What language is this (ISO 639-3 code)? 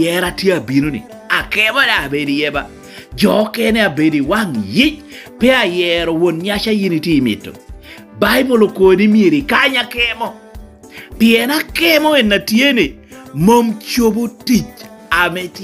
laj